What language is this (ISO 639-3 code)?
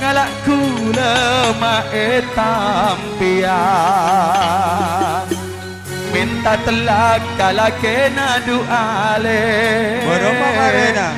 mad